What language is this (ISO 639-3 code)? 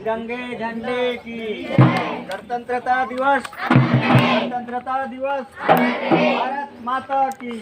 hne